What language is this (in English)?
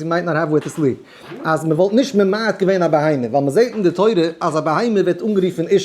Yiddish